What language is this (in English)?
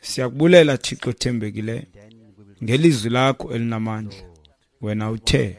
Xhosa